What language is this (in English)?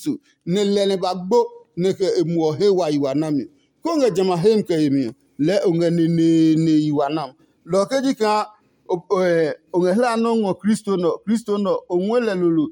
Adangme